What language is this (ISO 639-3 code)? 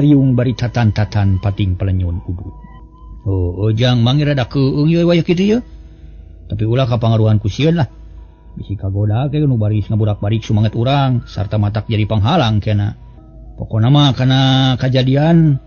sun